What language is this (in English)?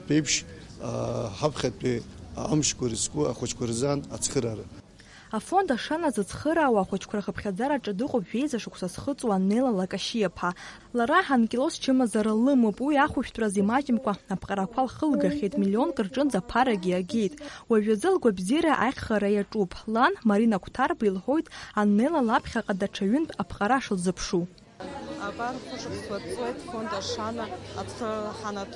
Abkhazian